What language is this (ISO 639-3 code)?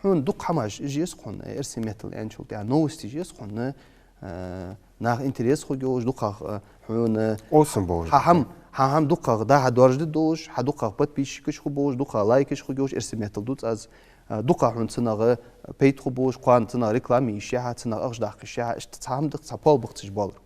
inh